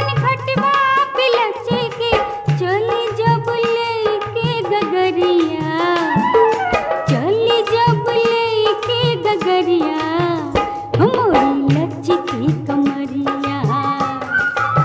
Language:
Bhojpuri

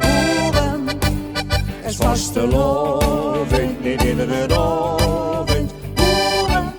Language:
Limburgish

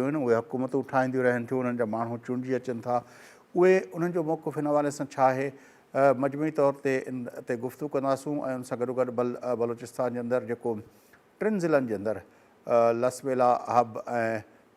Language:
Sindhi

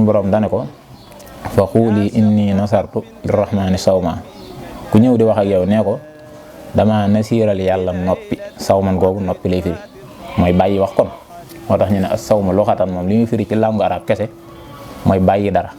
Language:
Wolof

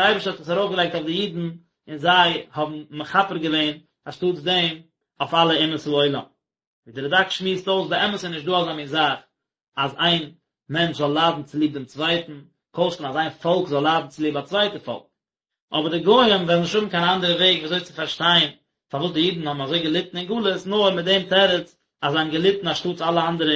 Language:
Yiddish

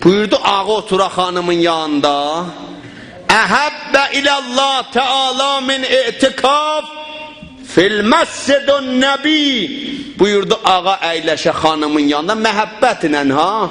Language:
South Azerbaijani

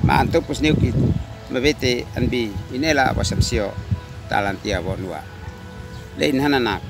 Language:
Uab Meto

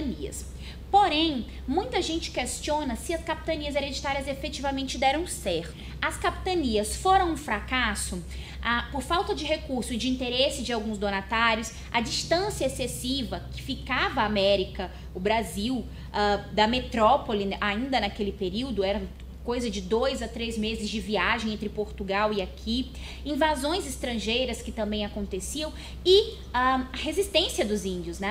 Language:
Portuguese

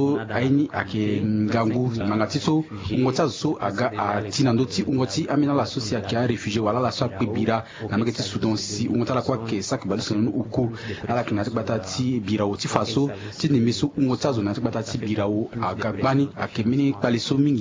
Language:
Sango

